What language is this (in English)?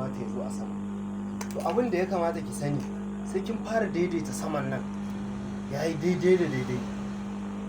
Hausa